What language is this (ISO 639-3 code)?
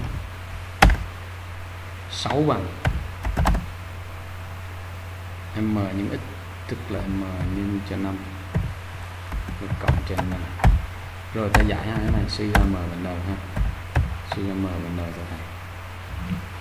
vie